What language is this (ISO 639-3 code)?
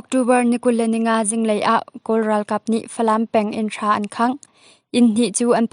cnh